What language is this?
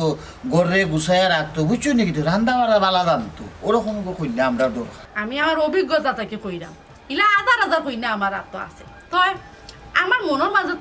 Sylheti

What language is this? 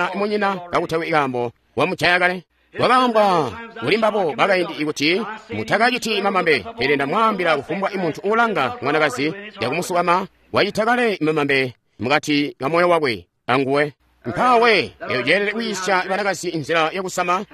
Tonga (Zambia)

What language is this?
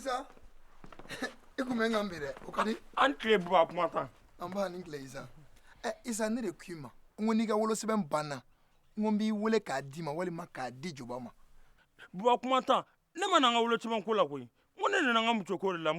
Bambara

